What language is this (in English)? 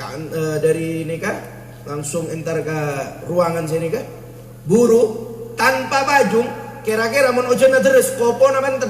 Madurese